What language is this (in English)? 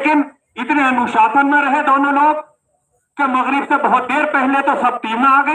Hindi